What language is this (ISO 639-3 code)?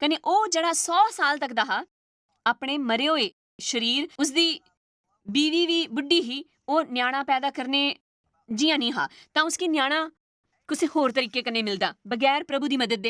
doi